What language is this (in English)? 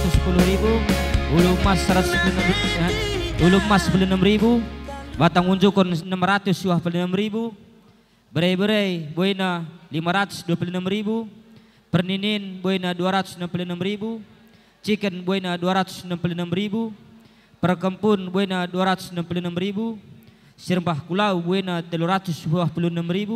Batak Karo